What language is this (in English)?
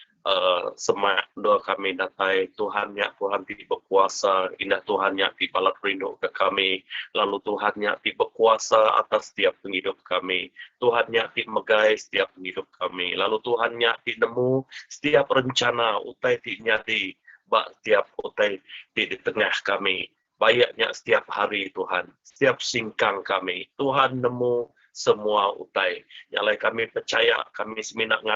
Iban